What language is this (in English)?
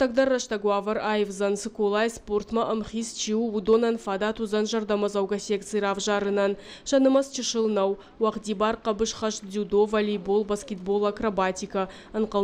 Ossetic